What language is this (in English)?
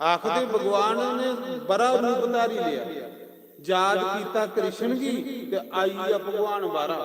Dogri